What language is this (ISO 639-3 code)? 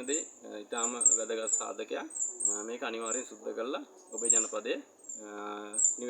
sin